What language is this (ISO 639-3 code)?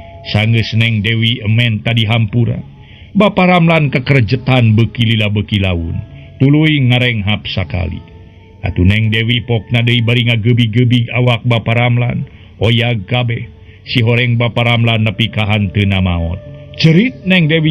sun